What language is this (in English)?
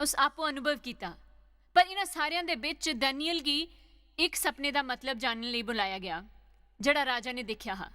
Dogri